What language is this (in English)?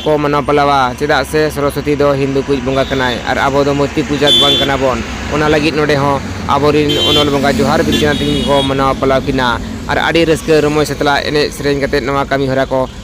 Santali